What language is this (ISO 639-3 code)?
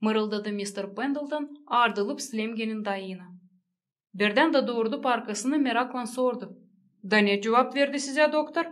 gag